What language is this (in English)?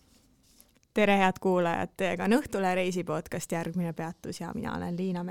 Estonian